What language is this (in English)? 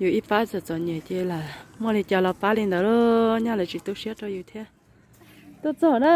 Hmong